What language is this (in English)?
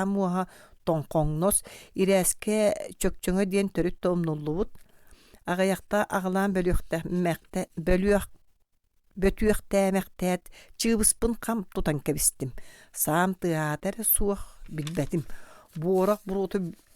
Yakut